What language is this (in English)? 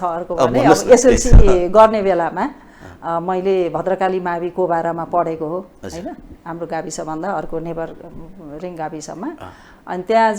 Nepali